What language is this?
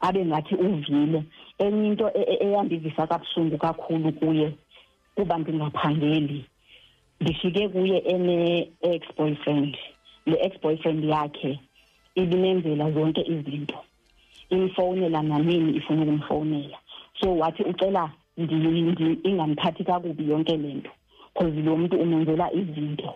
Xhosa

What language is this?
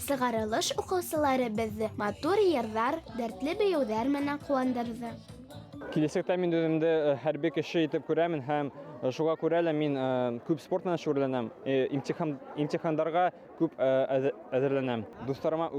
Bashkir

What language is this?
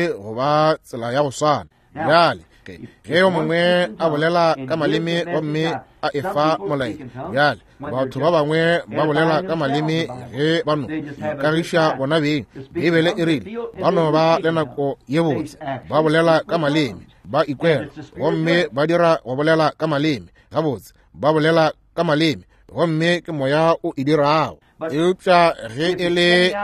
Northern Sotho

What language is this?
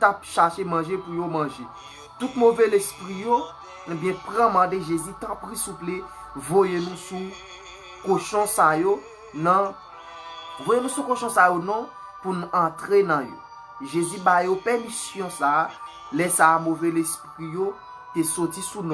Haitian Creole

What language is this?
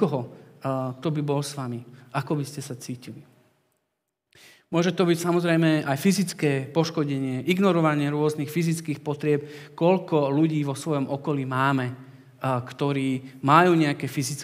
Slovak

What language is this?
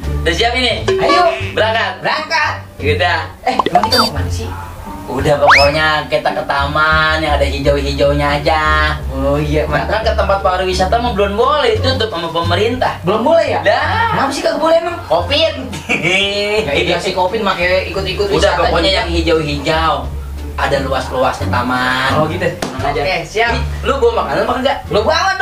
Betawi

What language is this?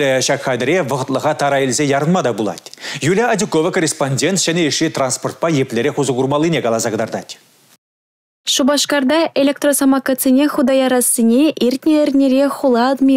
Chuvash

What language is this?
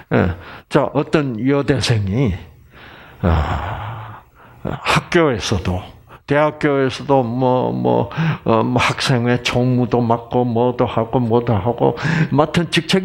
Korean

